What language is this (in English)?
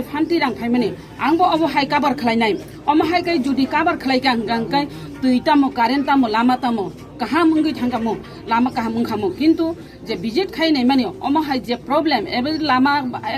Kok Borok